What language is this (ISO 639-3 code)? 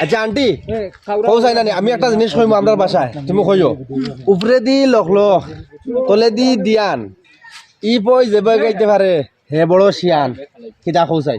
syl